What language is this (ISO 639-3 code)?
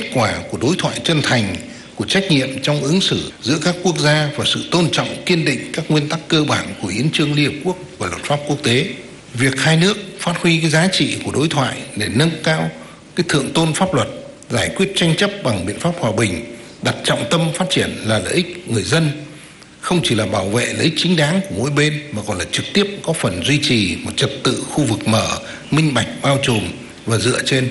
vie